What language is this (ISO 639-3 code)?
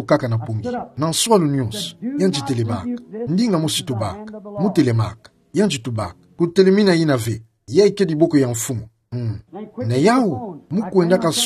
ktu